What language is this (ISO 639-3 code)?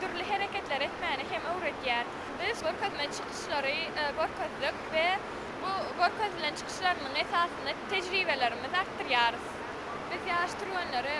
tuk